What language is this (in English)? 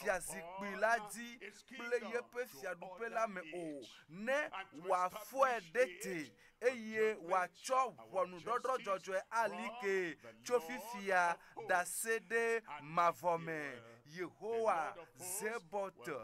Ewe